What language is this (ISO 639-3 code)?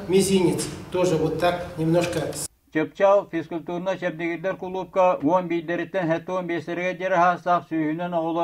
sah